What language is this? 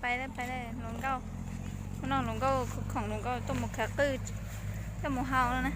Hmong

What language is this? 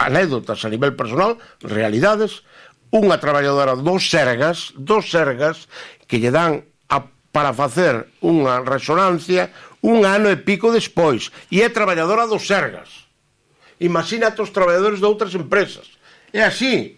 Galician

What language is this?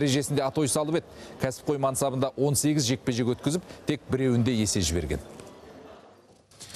Kazakh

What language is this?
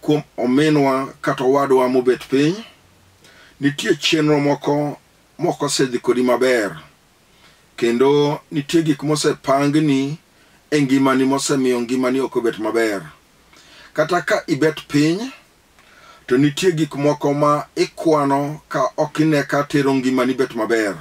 Luo (Kenya and Tanzania)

